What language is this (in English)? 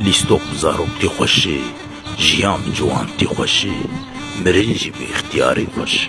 Kurdish